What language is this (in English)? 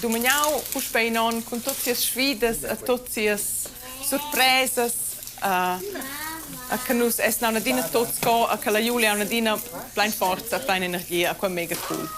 Romansh